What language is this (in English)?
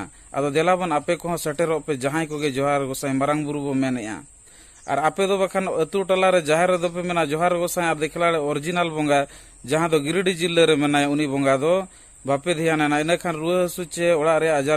Santali